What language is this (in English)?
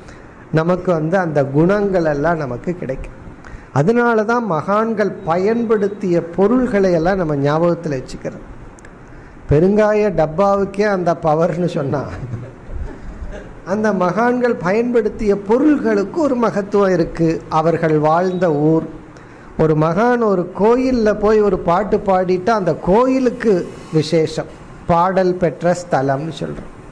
Tamil